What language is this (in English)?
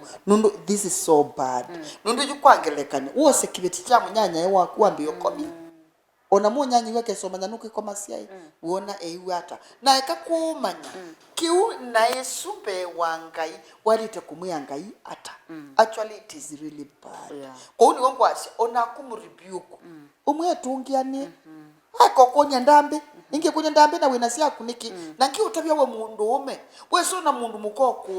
Kamba